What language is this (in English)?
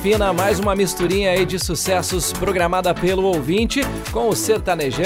Portuguese